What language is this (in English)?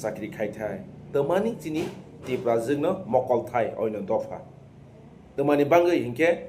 Kok Borok